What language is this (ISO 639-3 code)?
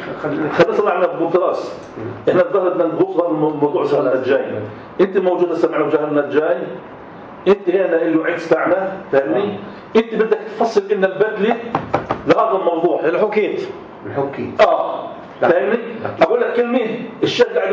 apc